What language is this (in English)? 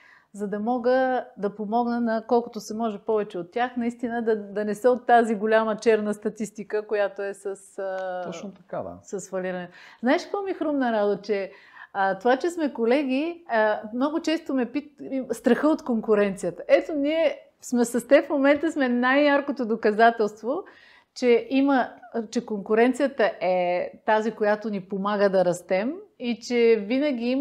Bulgarian